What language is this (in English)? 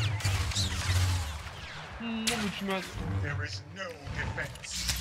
Romanian